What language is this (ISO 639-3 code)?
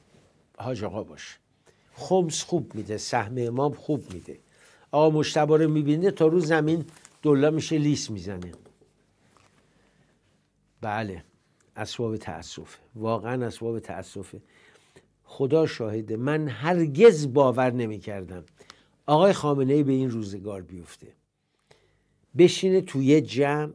fas